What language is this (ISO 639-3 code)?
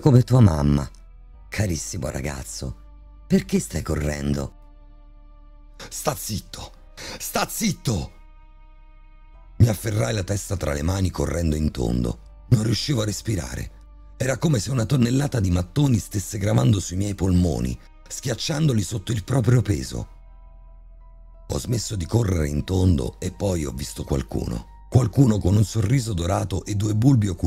ita